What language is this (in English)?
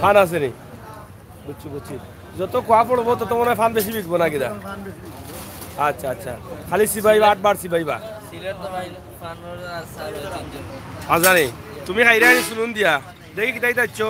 Sylheti